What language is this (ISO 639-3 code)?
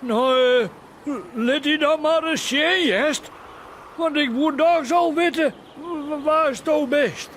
fry